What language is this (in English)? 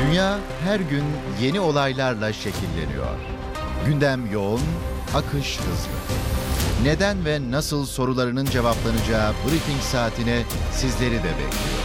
Turkish